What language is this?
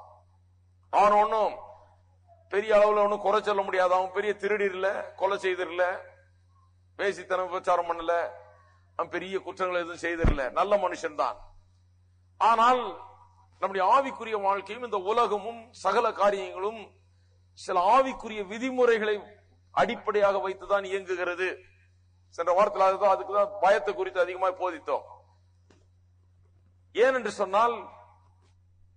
Tamil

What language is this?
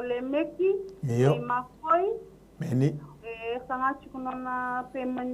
Fijian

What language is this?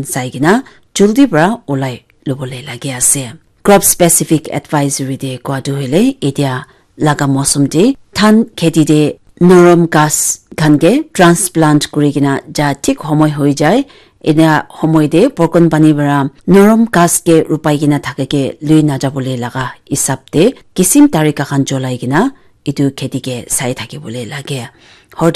Naga Pidgin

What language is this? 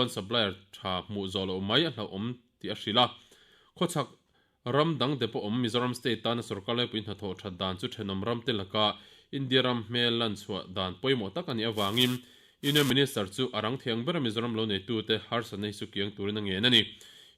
Mizo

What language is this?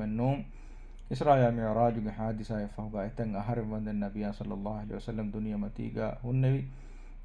Divehi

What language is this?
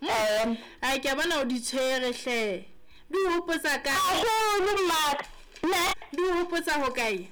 Southern Sotho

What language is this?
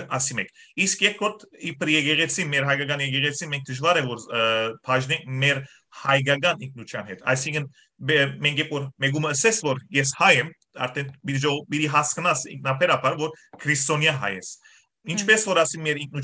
Western Armenian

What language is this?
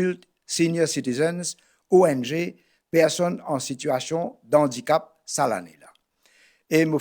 Morisyen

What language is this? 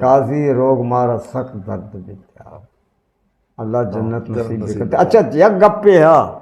Eastern Balochi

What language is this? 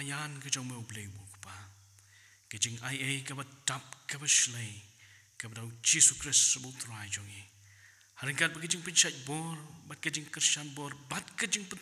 Khasi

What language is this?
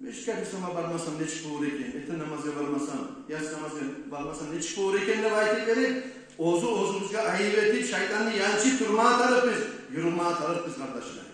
Kumyk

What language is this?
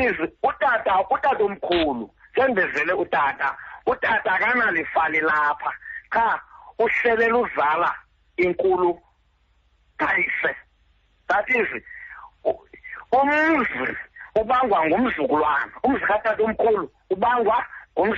Xhosa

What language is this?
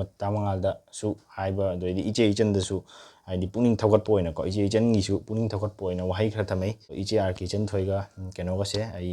Manipuri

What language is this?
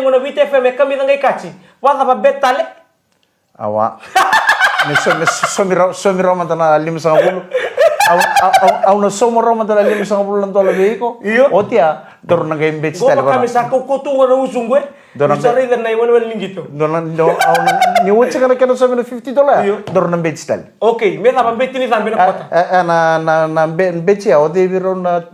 Fijian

